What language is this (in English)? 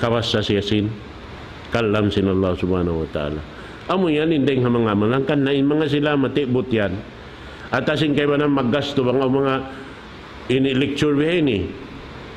Tausug